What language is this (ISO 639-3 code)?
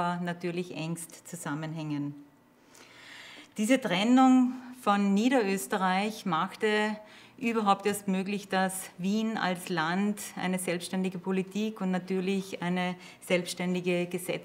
deu